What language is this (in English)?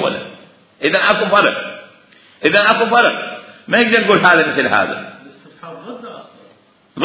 Mesopotamian Arabic